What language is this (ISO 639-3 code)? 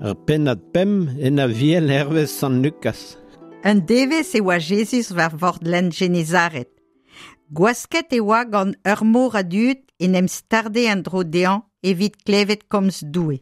bre